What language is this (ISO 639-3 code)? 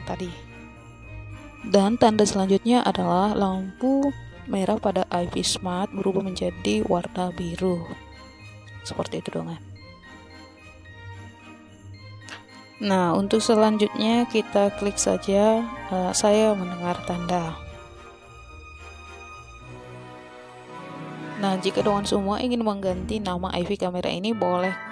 ind